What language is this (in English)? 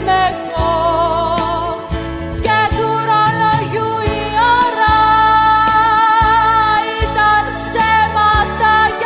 Greek